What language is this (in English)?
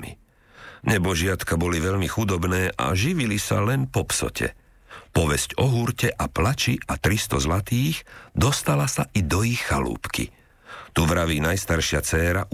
Slovak